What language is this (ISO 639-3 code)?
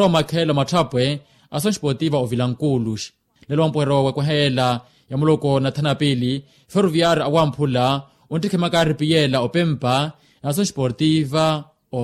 vmw